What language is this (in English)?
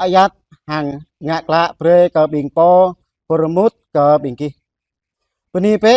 Jarai